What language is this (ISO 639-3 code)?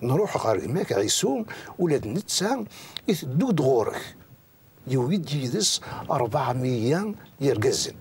kab